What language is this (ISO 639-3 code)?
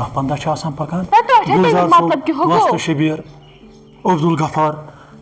kas